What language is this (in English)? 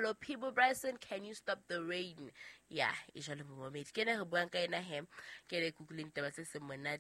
Southern Sotho